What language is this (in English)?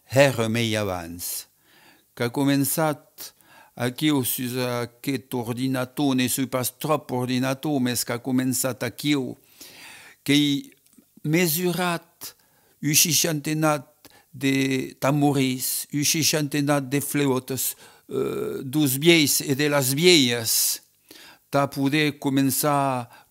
Occitan